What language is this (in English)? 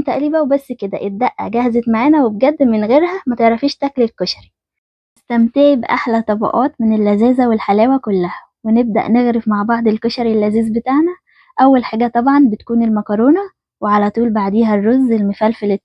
Egyptian Arabic